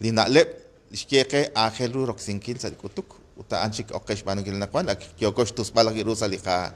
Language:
Kekchí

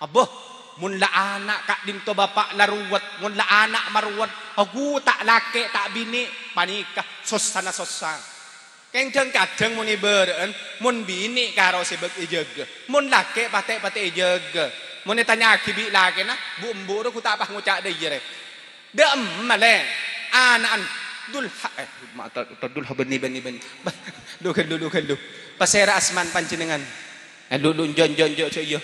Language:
Madurese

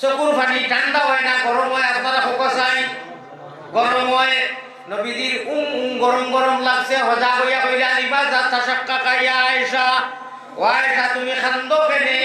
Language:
Sylheti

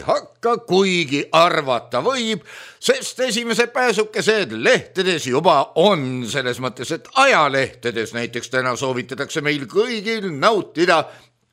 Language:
Estonian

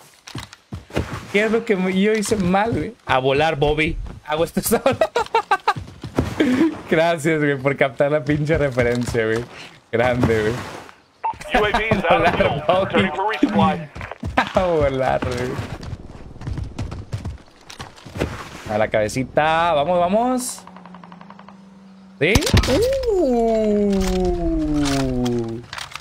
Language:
Spanish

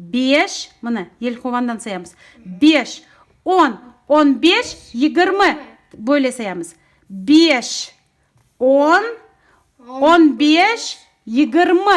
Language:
Crimean Tatar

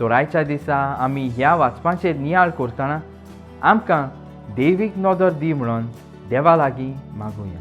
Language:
Konkani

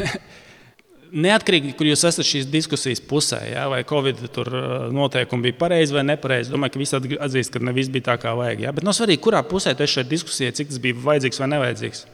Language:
Latvian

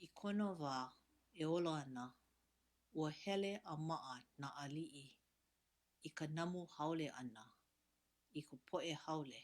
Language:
Hawaiian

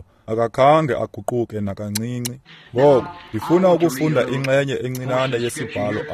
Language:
Xhosa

